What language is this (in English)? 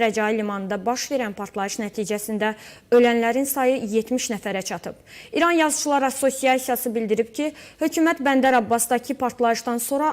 Azerbaijani